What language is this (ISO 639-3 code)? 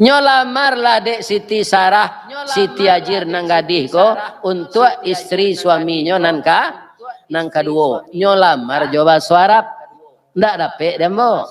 min